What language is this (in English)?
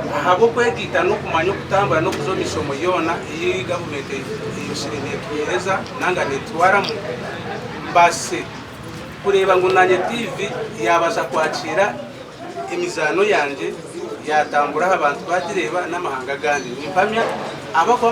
Nyankole